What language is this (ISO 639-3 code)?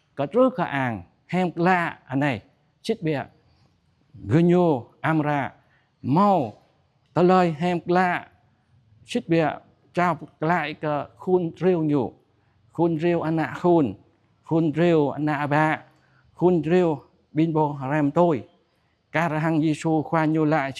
jra